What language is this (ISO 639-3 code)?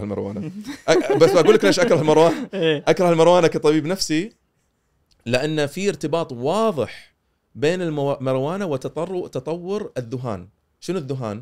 afb